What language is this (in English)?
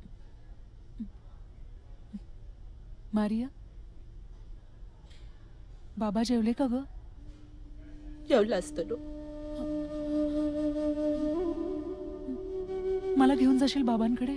Marathi